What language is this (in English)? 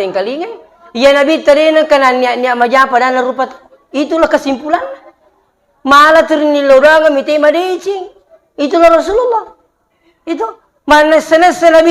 Buginese